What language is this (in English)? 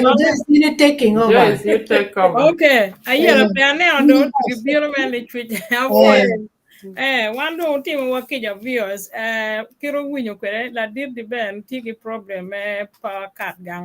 Acoli